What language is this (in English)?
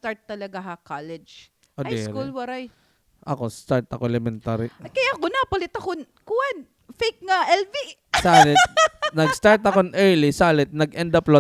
Waray